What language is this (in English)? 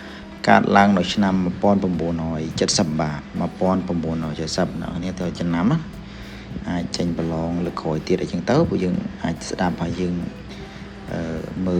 Khmer